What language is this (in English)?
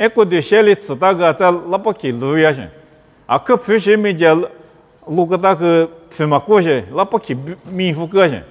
Lisu